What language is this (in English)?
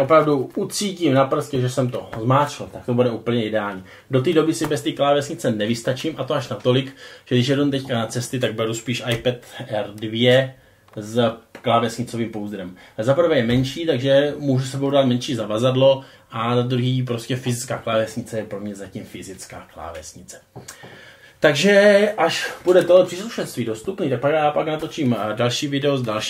Czech